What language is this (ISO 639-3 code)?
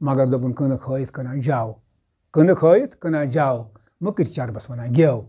kas